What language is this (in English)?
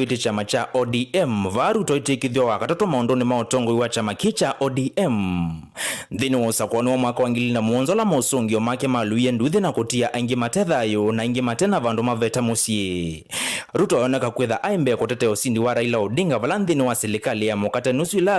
Kamba